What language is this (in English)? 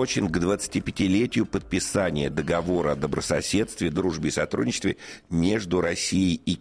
Russian